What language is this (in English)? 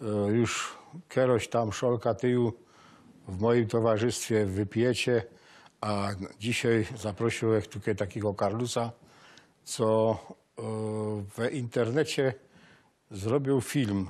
Silesian